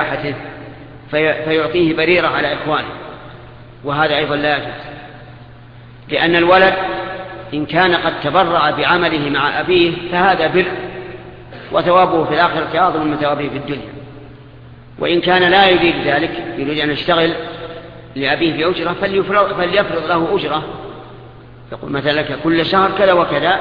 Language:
Arabic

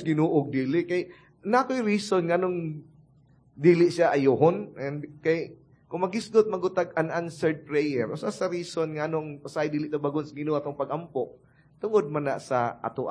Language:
Cebuano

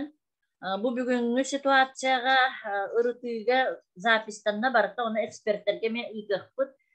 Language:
Yakut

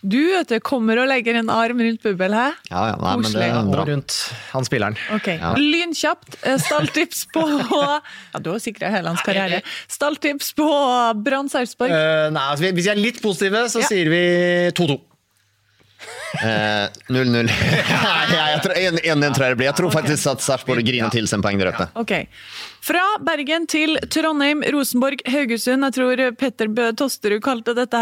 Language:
Norwegian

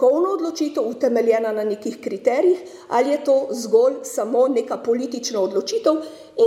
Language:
Slovenian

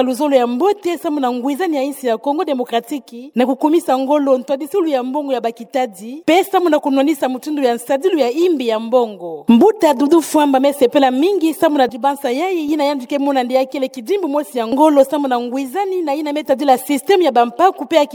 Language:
Kituba (Democratic Republic of Congo)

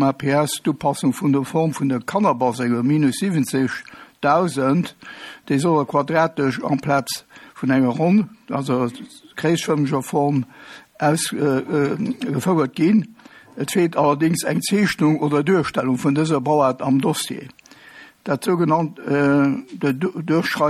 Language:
Luxembourgish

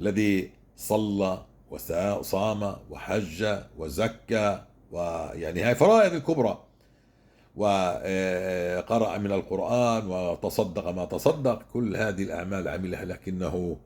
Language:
North Levantine Arabic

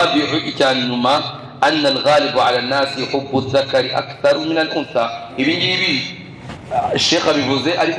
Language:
Kinyarwanda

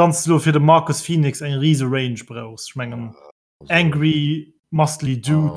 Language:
Luxembourgish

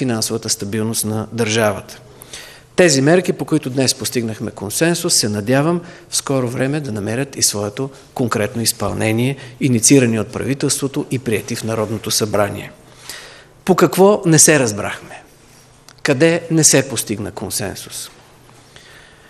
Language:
Bulgarian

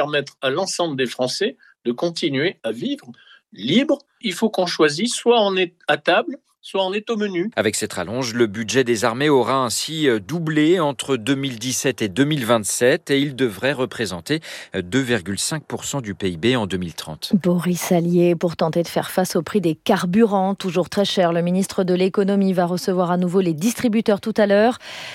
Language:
French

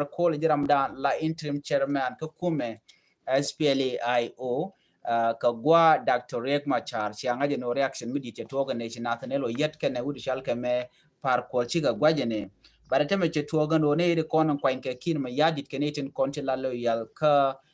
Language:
Nuer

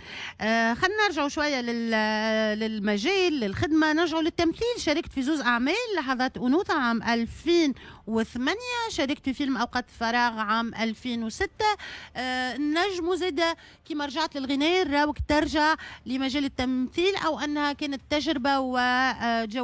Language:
Tunisian Arabic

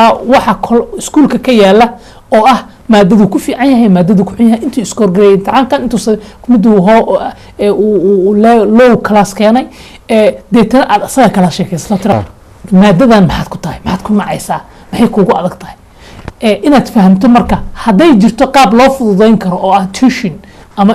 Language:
Somali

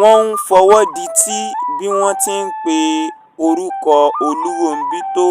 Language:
Yoruba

